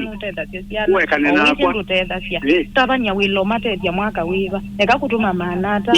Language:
Kamba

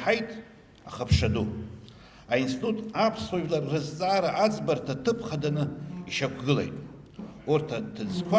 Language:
Abkhazian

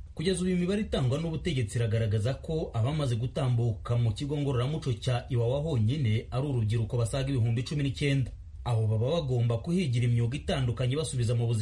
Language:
Kinyarwanda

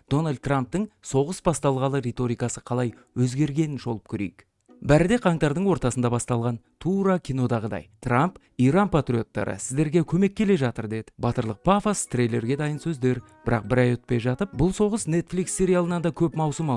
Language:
Kazakh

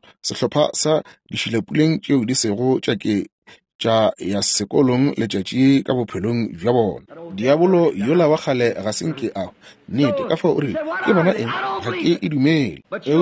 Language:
Northern Sotho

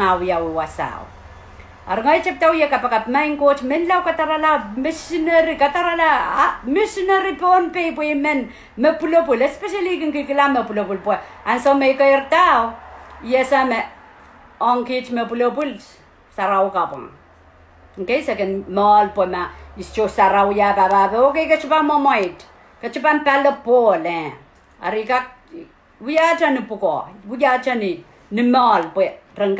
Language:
Pohnpeian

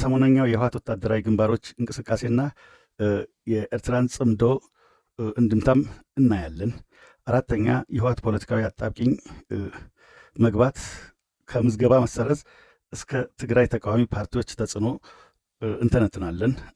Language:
Amharic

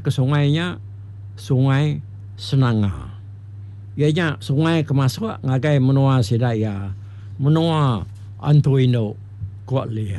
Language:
Iban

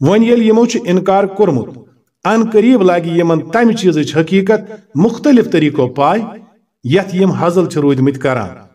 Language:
Kashmiri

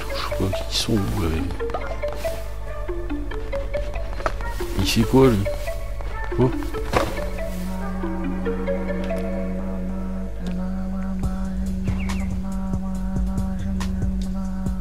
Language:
French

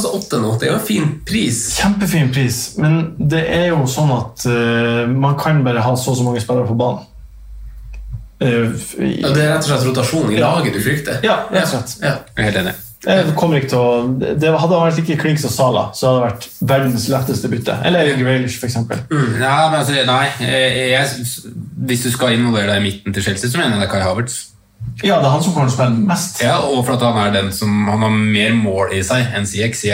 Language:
Norwegian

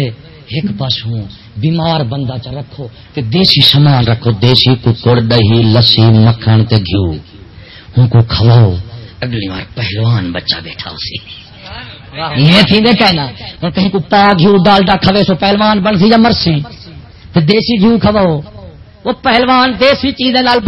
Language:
Saraiki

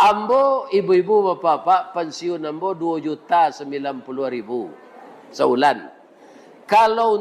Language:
Minangkabau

